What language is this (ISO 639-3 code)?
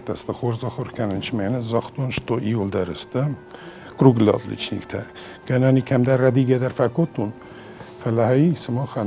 oss